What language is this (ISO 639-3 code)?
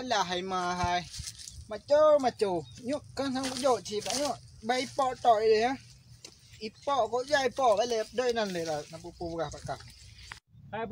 ace